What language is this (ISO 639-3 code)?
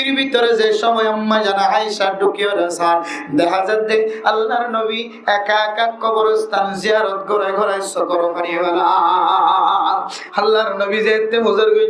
rhg